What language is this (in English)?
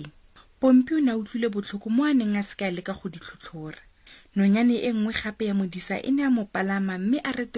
Tswana